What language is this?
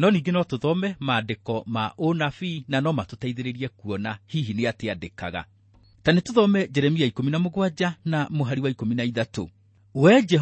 Kikuyu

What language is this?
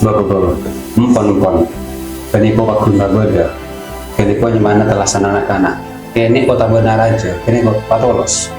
Madurese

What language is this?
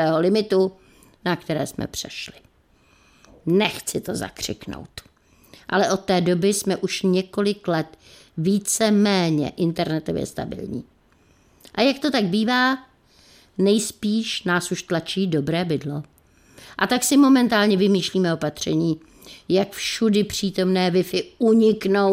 Czech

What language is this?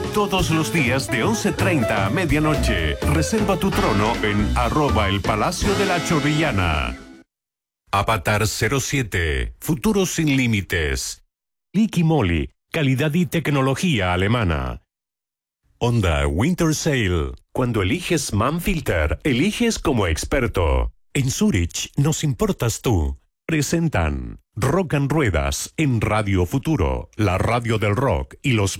Spanish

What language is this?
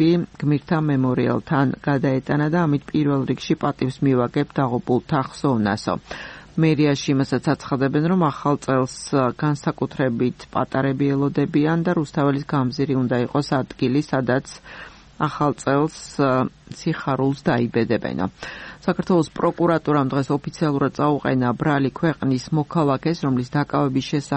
Georgian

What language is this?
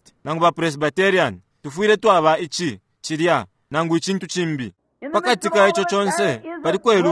Bemba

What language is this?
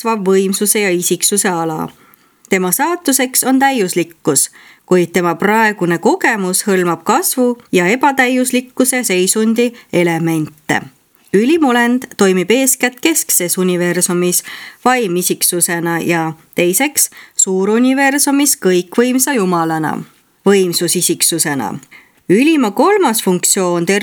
Estonian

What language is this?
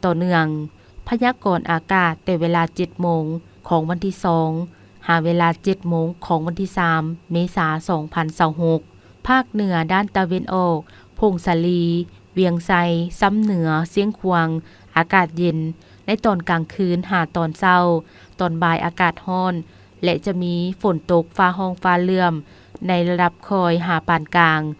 Lao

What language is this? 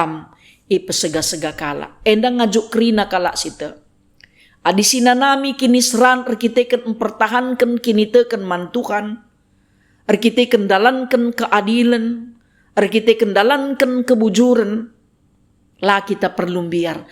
Batak Karo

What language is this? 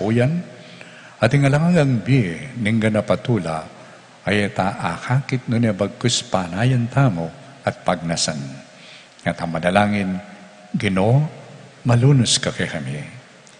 Pampanga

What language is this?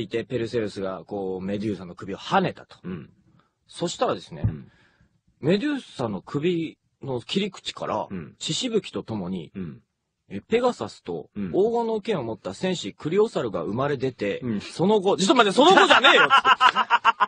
Japanese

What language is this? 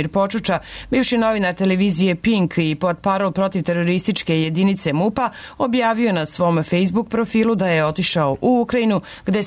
Serbian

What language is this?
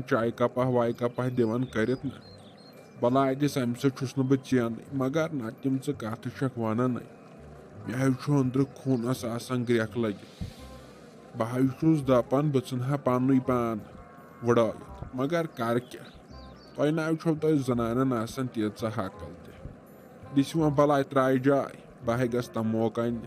Kashmiri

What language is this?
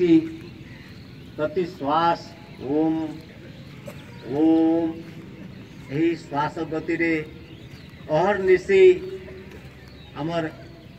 Odia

